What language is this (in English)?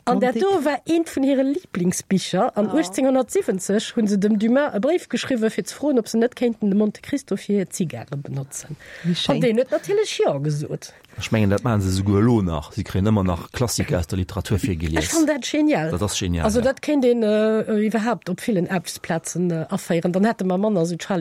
Luxembourgish